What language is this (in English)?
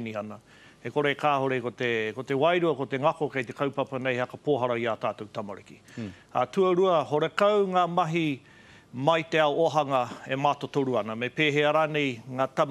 Māori